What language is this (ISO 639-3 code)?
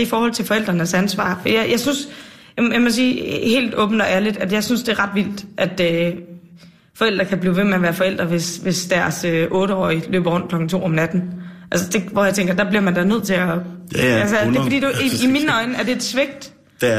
dan